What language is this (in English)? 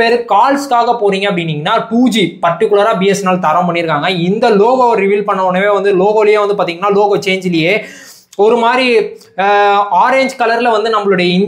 Tamil